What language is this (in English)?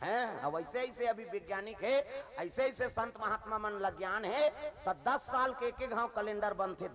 Chhattisgarhi